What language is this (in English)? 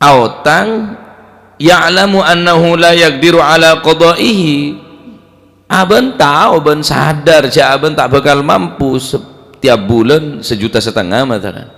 Madurese